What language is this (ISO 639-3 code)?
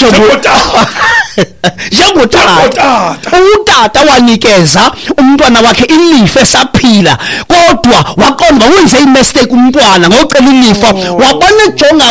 xho